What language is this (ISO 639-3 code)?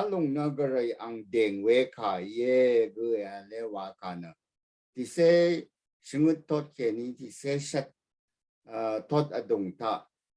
raw